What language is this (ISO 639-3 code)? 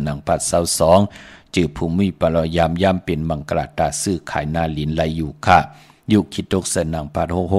shn